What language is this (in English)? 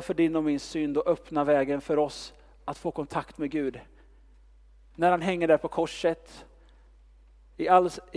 Swedish